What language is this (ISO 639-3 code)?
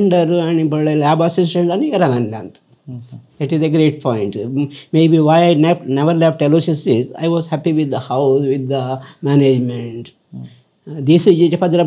kok